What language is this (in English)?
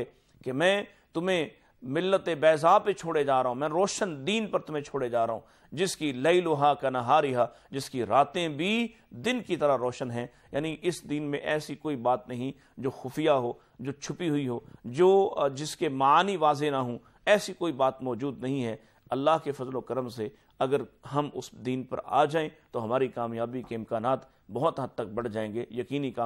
Urdu